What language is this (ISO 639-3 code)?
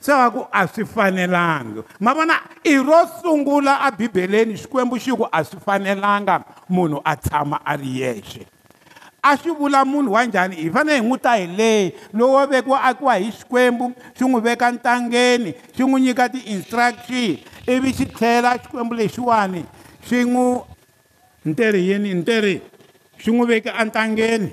tso